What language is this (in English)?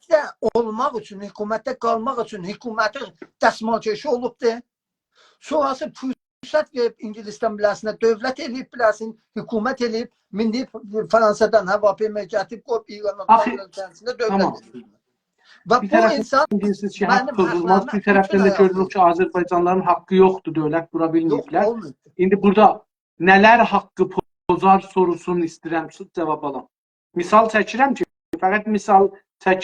South Azerbaijani